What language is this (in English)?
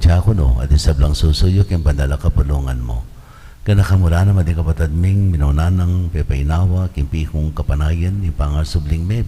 Pampanga